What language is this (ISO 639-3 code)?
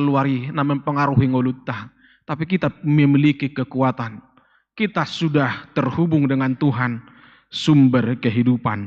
bbc